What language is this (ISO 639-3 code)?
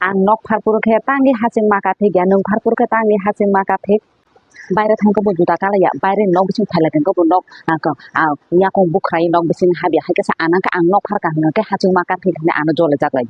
trp